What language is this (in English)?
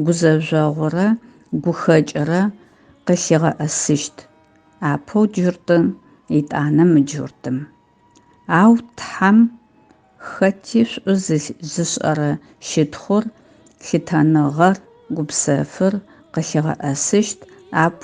Adyghe